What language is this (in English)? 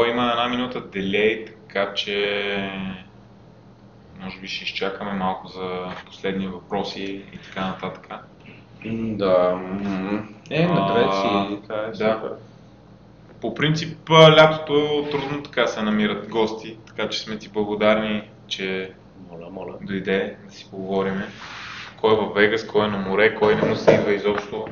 Bulgarian